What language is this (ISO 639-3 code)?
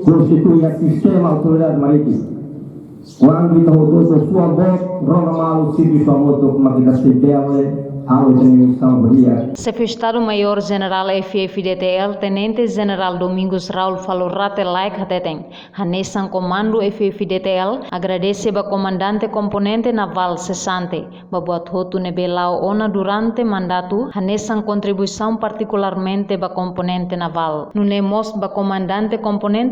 tet